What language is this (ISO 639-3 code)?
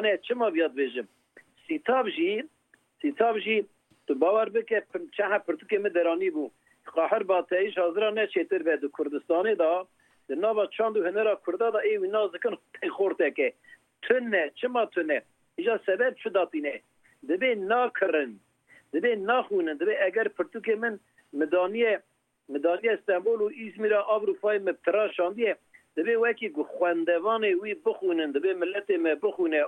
kur